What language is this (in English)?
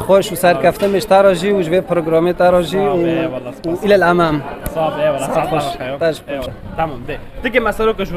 Kurdish